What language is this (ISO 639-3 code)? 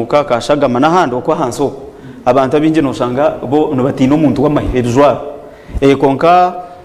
nyn